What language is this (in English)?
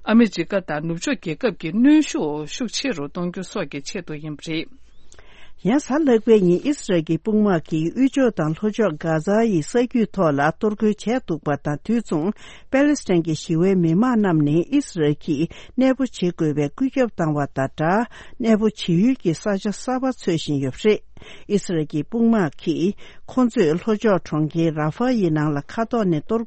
Tibetan